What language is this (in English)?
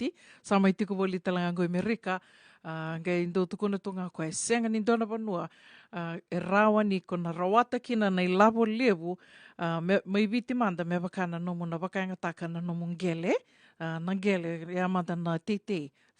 Fijian